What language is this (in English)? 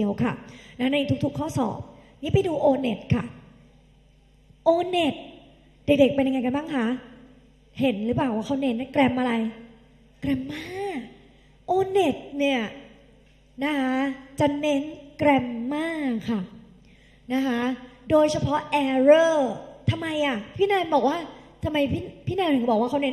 Thai